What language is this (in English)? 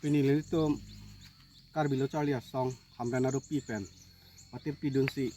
Karbi